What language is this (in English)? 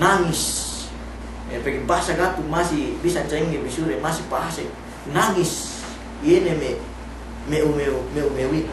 Yakan